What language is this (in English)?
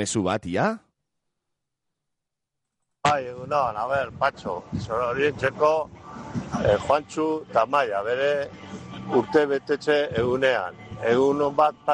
Basque